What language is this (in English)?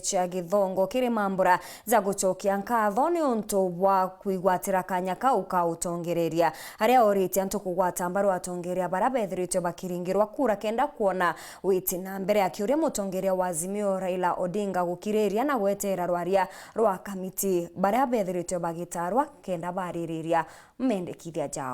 Meru